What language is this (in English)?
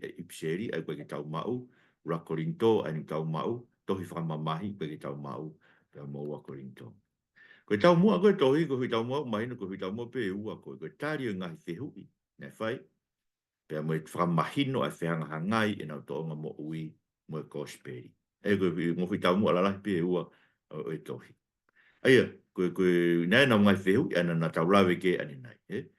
Tongan